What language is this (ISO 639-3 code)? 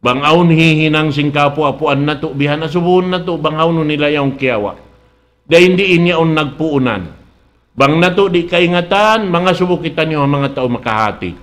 tsg